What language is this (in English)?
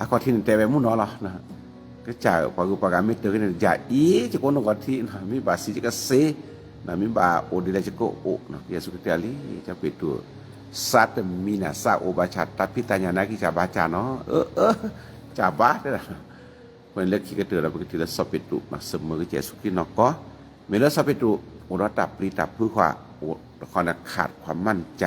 S'gaw Karen